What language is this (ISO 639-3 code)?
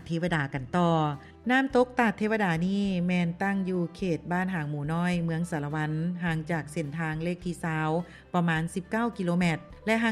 lao